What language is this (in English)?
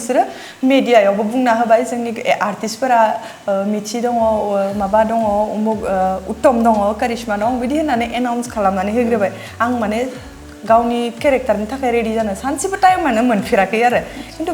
Bodo